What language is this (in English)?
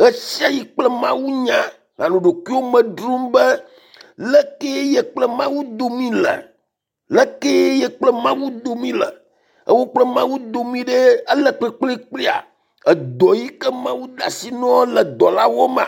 Ewe